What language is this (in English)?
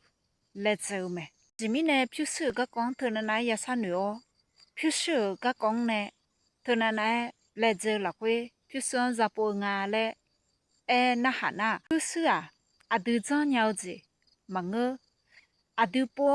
Akha